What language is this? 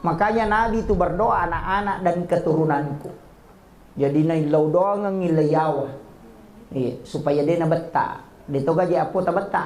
Buginese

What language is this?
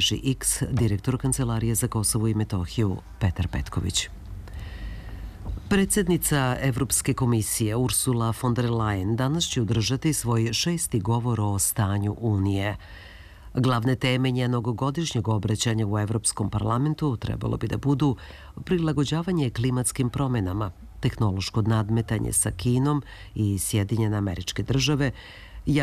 Serbian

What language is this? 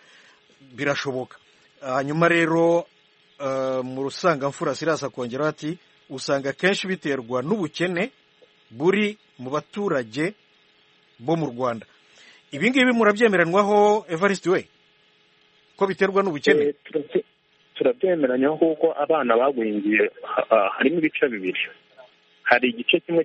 Kinyarwanda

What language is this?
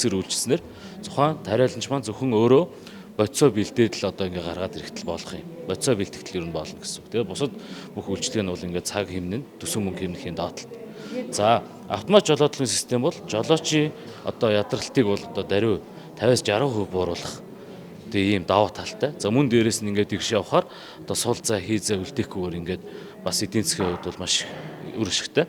Mongolian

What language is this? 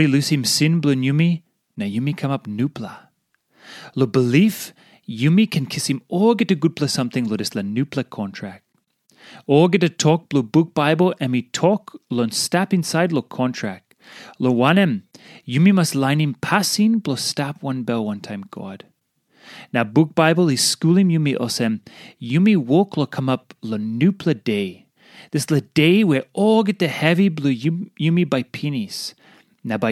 Tok Pisin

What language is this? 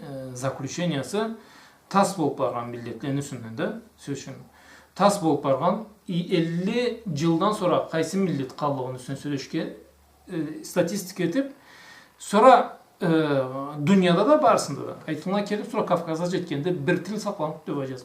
Karachay-Balkar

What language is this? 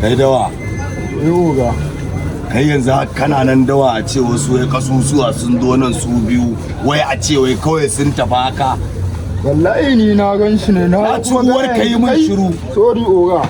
Hausa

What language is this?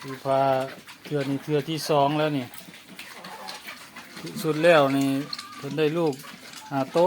Lao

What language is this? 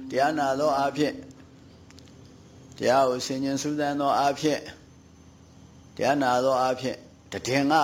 Burmese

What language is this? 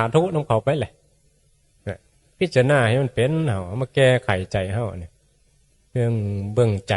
Northeastern Thai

